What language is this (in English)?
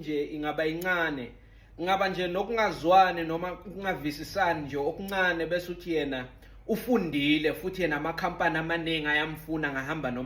Zulu